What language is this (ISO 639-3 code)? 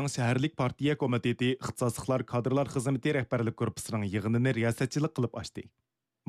uig